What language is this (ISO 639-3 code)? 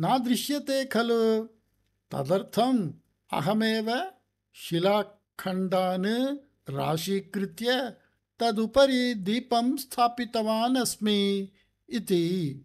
san